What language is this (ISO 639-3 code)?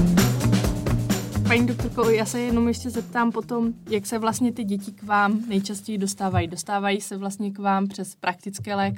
ces